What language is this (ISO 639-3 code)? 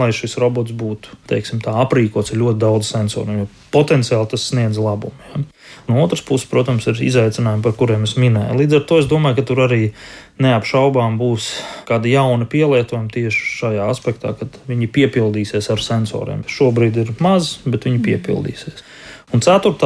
lav